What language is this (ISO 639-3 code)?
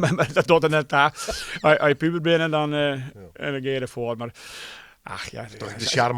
fry